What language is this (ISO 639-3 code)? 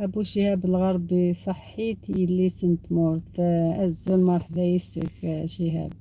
arq